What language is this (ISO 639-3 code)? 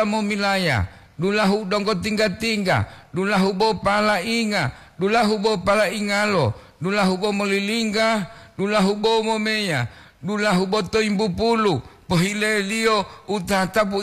gor